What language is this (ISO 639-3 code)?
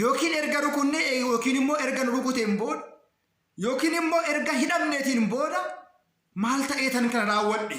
orm